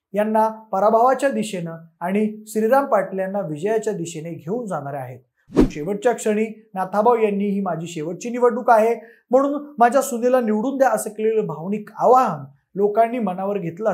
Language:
Marathi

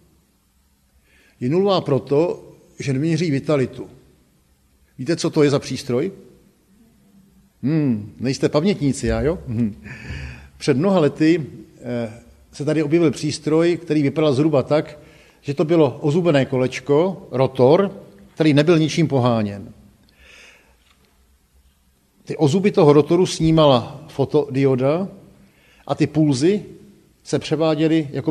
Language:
Czech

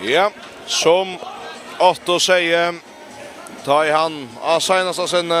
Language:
Faroese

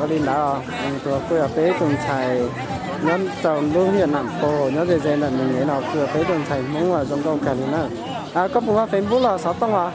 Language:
Hmong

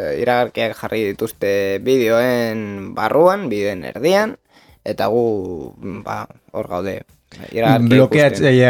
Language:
Basque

